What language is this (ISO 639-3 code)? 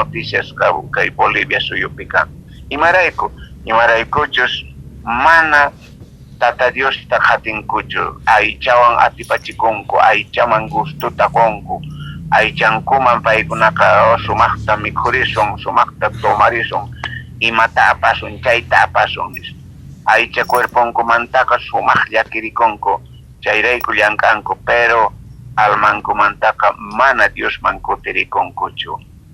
quh